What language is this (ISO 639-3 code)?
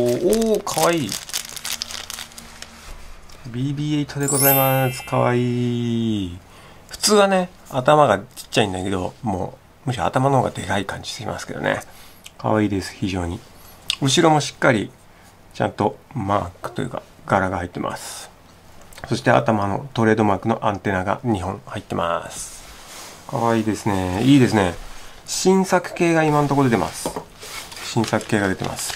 jpn